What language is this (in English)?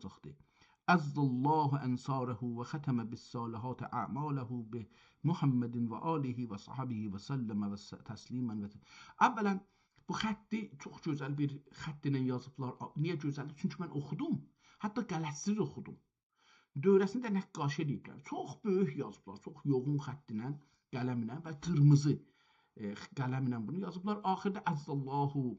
South Azerbaijani